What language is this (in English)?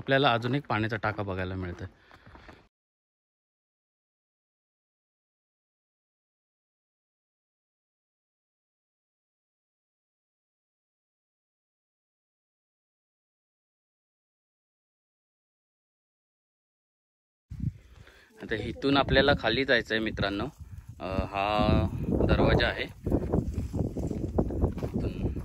Marathi